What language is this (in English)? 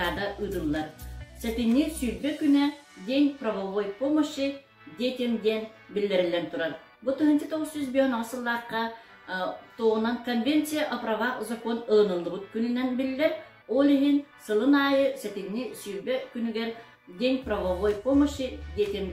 Yakut